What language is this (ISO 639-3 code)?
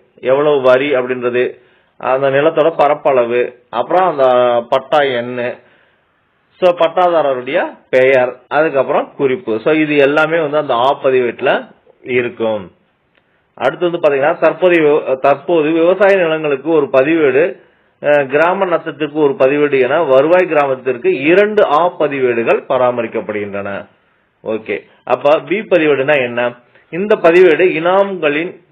tam